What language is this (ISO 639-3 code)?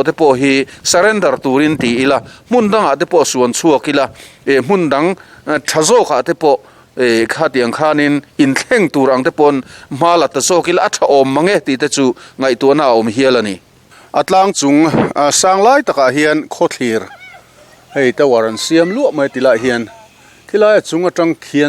lus